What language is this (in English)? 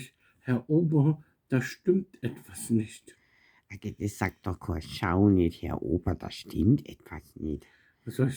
Bavarian